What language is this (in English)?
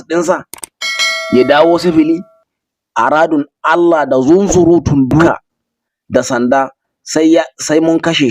Hausa